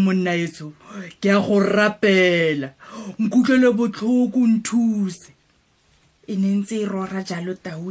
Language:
Tswana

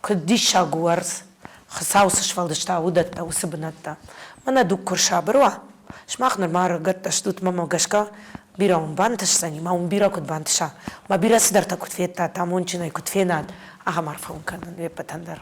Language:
Ossetic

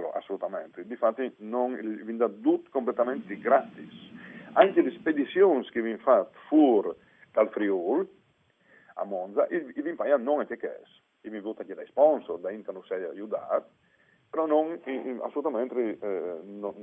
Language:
Friulian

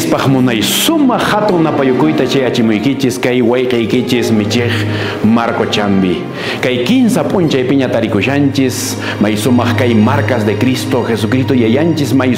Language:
Quechua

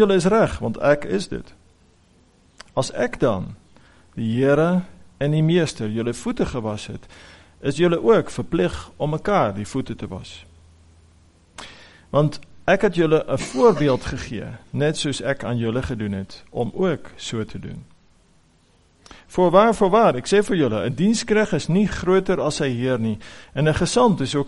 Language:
Afrikaans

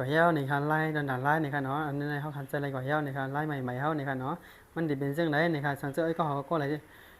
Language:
Shan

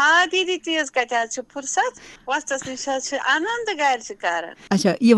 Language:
Kashmiri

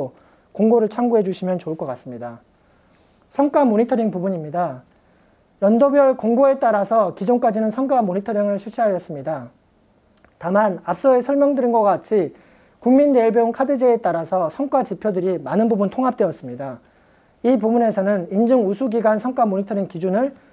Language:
Korean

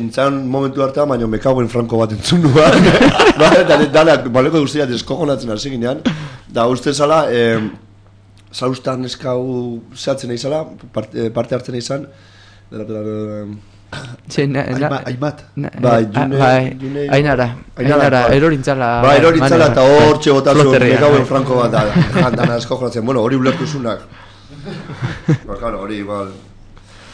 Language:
Basque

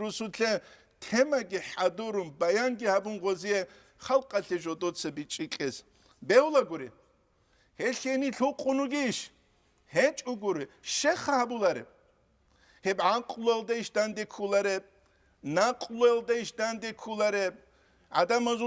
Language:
Avaric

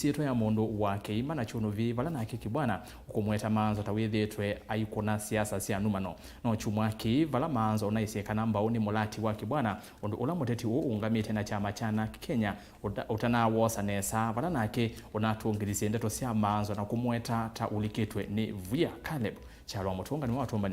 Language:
Kamba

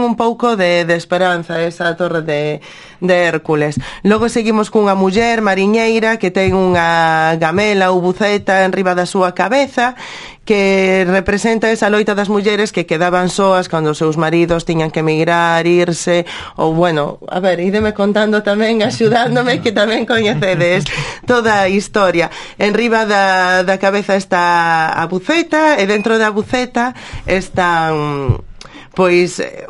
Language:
Galician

